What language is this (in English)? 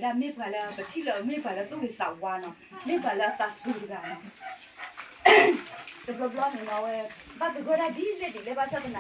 S'gaw Karen